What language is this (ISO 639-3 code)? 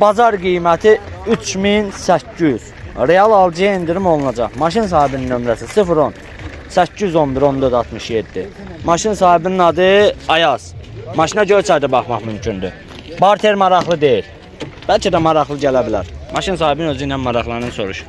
aze